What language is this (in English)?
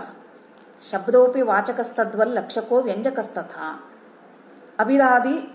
Sanskrit